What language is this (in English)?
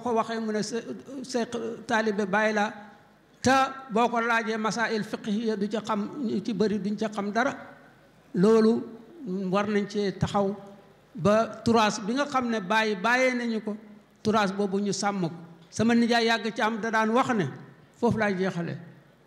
Wolof